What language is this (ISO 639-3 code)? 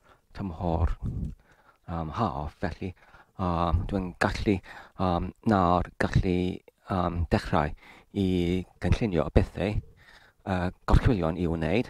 cym